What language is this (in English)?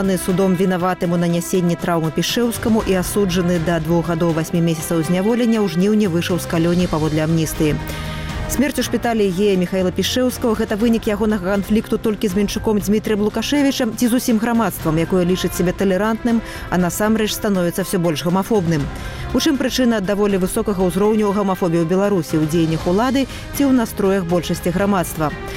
Belarusian